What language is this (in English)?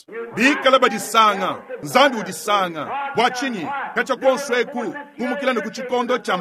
Luba-Lulua